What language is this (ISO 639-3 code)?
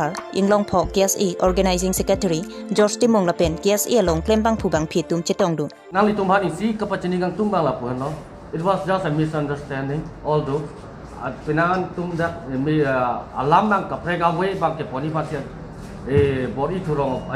mjw